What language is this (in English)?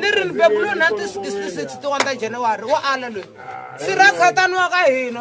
Tsonga